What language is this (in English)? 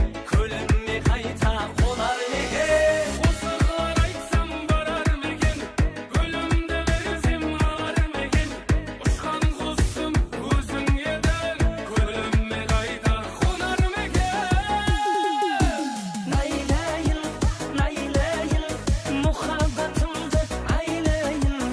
Kara-Kalpak